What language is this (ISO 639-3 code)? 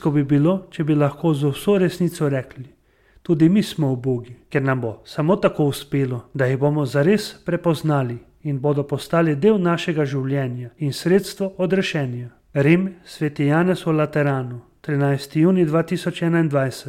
slv